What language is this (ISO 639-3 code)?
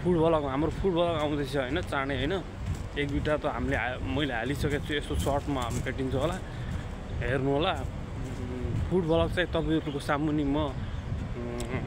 nep